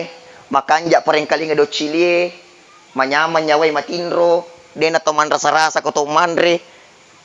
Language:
Buginese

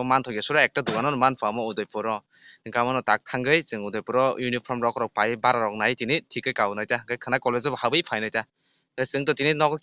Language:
Kok Borok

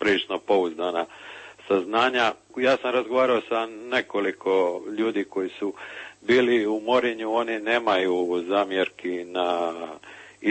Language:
Croatian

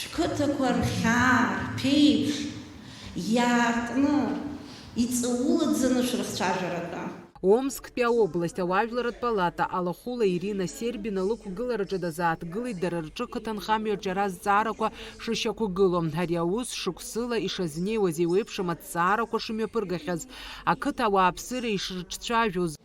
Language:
Abkhazian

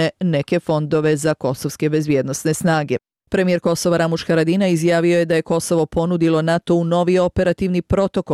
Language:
Bosnian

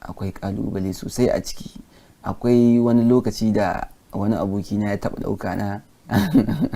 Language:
Hausa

